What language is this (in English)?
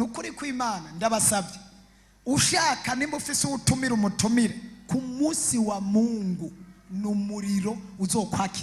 Rundi